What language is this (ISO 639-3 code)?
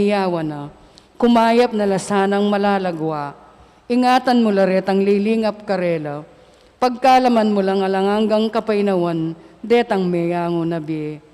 pam